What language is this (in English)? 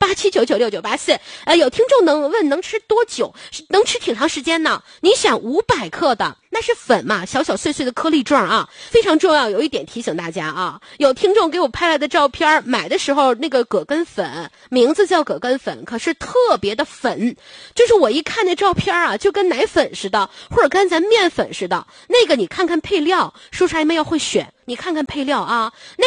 Chinese